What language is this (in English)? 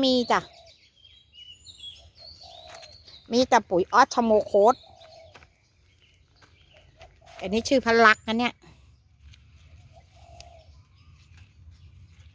Thai